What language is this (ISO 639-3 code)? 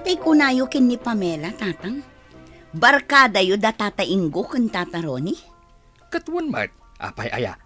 ilo